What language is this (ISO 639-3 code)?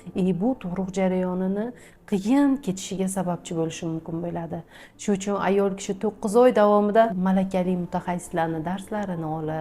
uzb